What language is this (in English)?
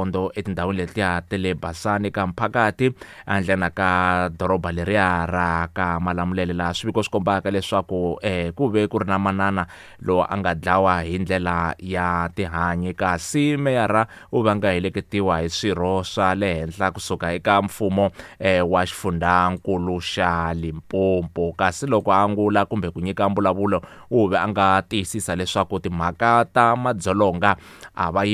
Tsonga